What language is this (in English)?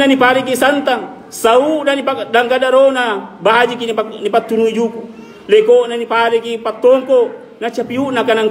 Makasar